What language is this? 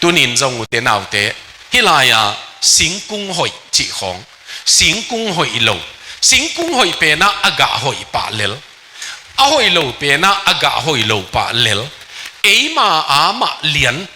Tedim Chin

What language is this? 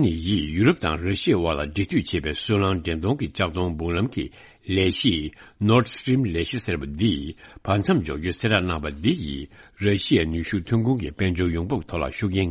Tibetan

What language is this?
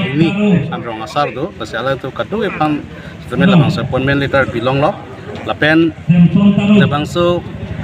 Karbi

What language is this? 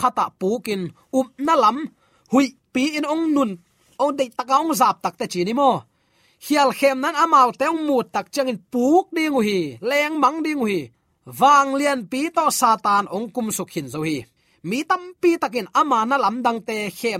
Tedim Chin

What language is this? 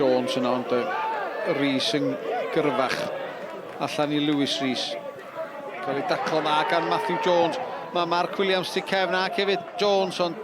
Welsh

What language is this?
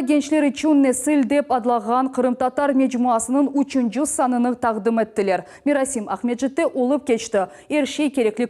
Crimean Tatar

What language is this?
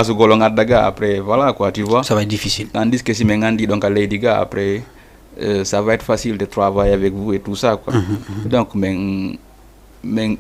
Fula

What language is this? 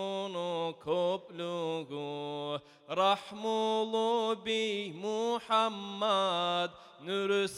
Kumyk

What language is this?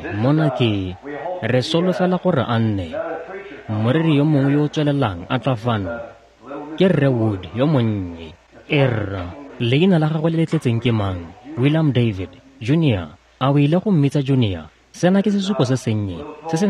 Tswana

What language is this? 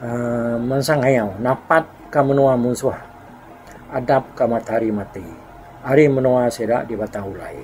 Iban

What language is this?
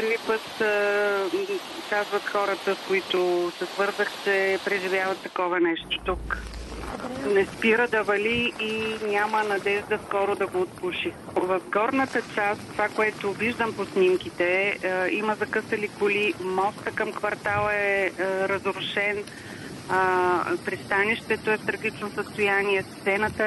Bulgarian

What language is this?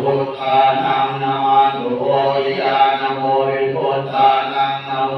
Pali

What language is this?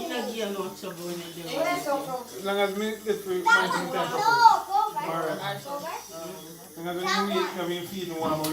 Jamaican Creole English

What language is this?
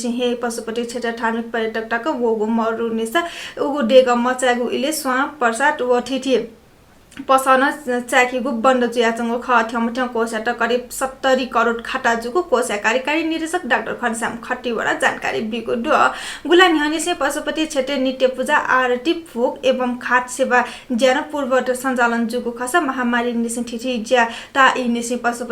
Newari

